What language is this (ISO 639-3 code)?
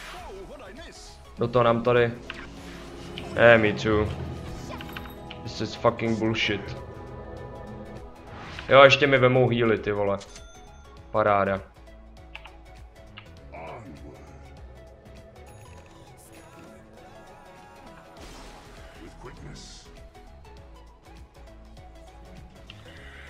ces